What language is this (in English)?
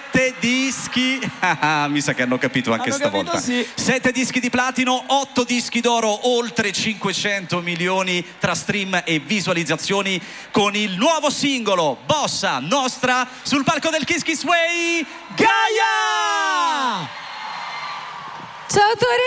Italian